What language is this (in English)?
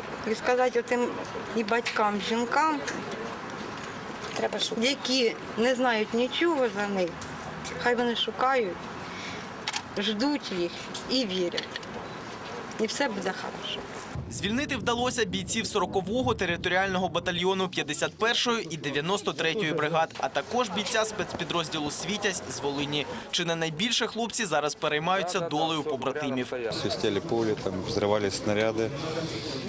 Ukrainian